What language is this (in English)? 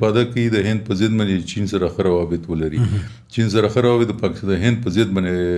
Pashto